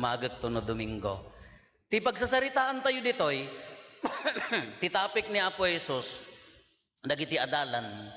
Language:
Iloko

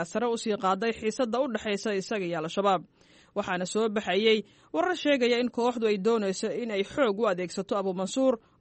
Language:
Somali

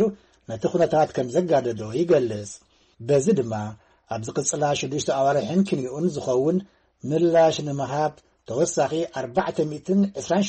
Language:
Tigrinya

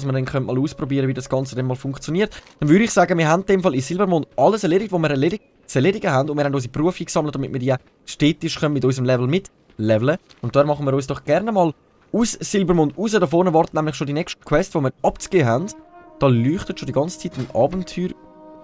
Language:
Swiss German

